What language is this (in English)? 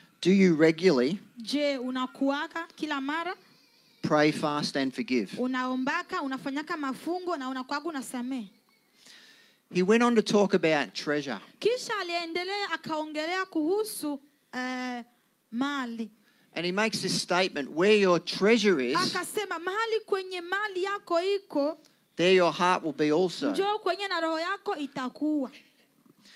Swahili